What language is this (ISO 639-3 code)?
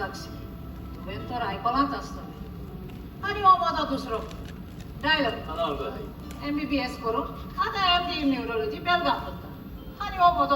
kok